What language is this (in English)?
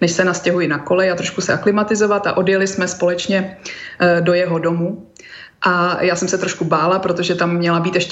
Czech